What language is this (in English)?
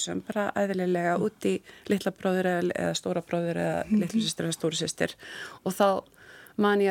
Icelandic